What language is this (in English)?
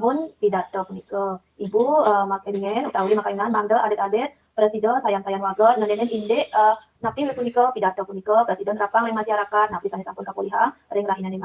Balinese